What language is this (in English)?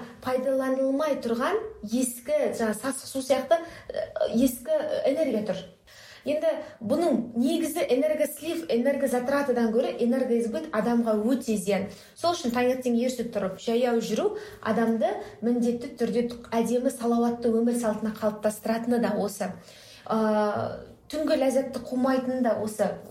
Kazakh